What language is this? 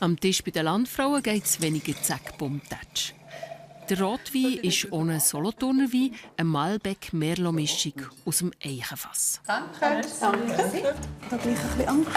Swiss German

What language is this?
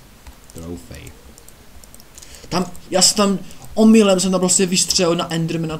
Czech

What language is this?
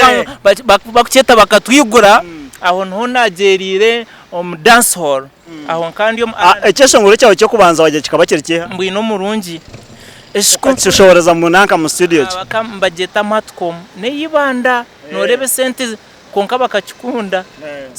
Nyankole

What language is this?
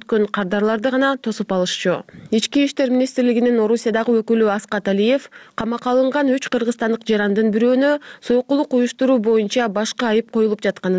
Kyrgyz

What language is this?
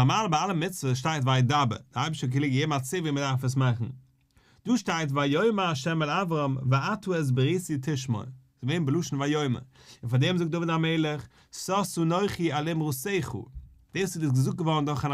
Yiddish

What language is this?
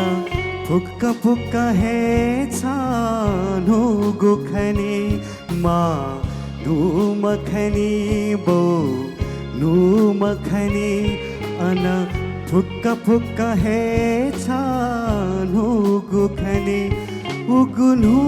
Newari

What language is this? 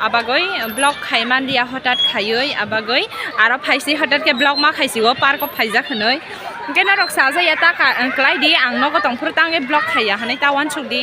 Kok Borok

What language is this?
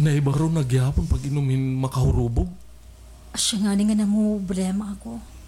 Waray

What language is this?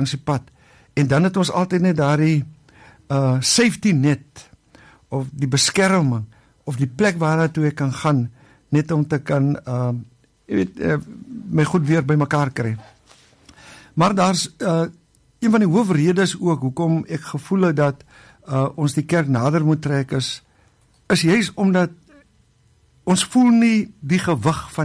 Afrikaans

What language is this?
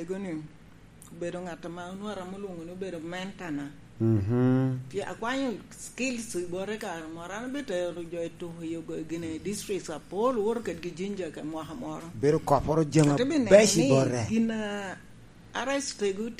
Lango (Uganda)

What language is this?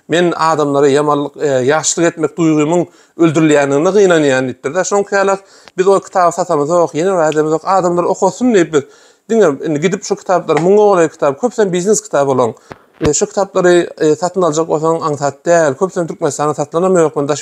Turkmen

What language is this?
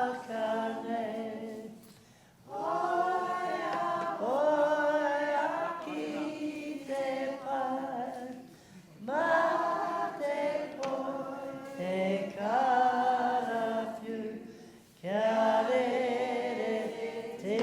Māori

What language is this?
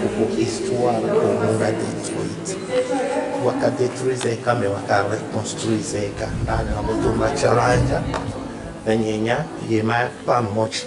Tetela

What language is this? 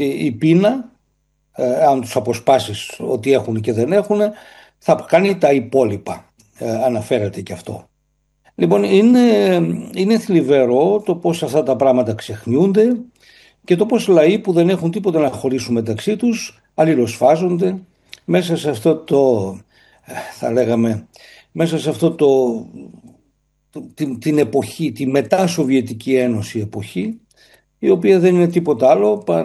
Greek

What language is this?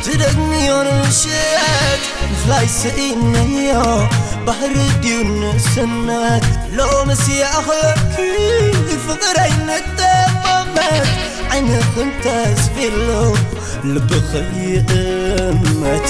Tigrinya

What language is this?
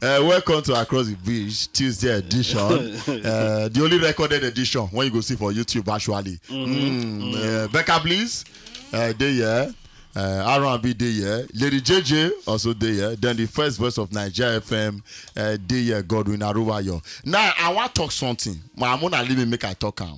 Nigerian Pidgin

